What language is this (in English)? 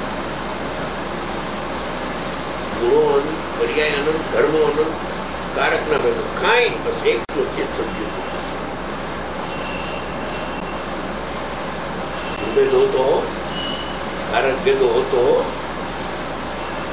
Gujarati